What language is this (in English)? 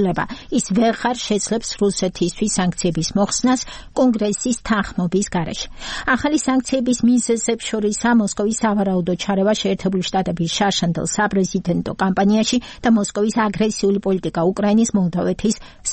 Georgian